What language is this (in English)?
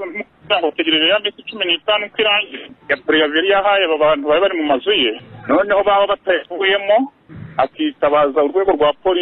Kinyarwanda